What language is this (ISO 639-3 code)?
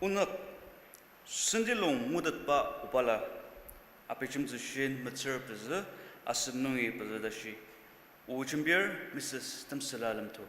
njo